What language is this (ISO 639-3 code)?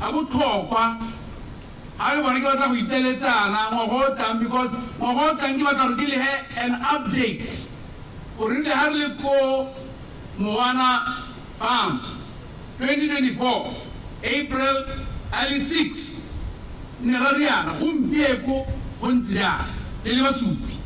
tsn